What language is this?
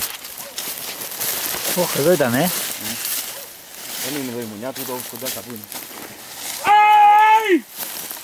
Greek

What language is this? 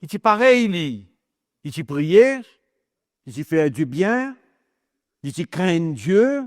Morisyen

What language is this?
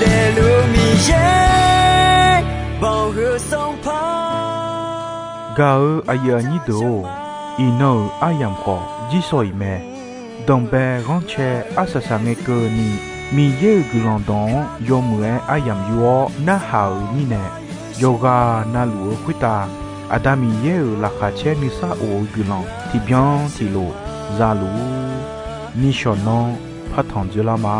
Akha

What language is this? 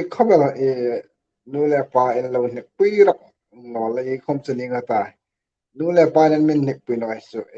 Hmar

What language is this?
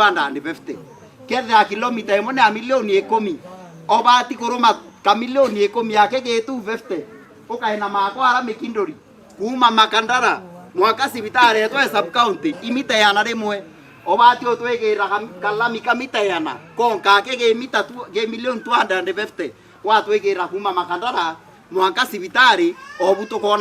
Meru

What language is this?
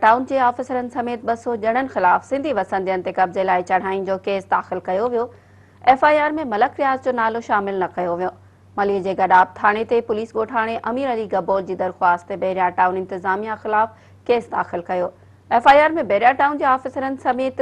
Sindhi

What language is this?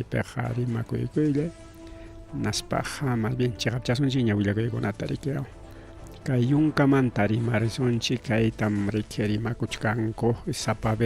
Ayacucho Quechua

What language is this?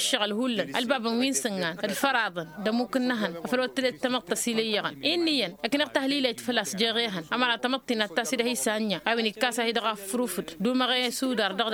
Tamasheq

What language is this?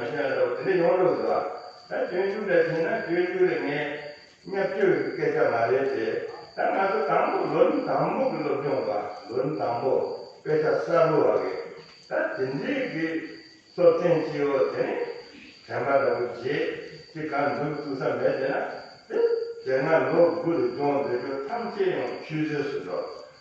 Tibetan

